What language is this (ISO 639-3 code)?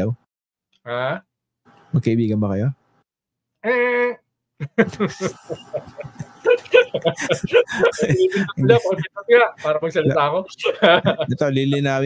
fil